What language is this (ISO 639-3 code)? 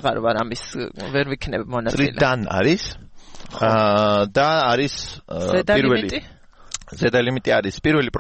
kat